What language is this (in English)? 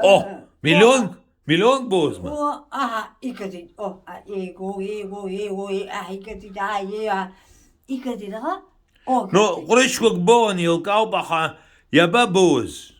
Abkhazian